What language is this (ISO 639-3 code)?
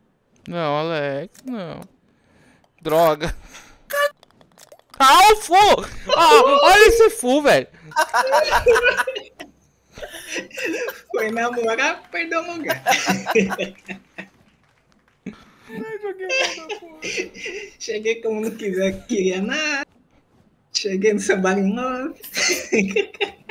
por